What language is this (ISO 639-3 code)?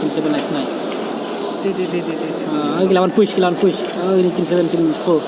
kha